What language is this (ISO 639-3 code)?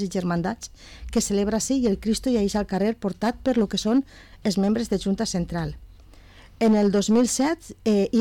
cat